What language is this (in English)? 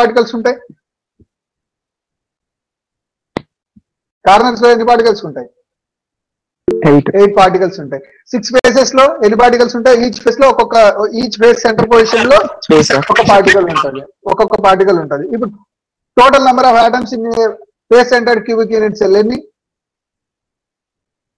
Telugu